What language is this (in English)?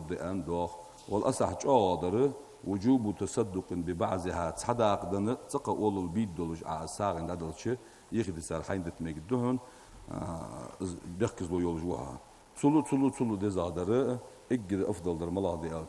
Ingush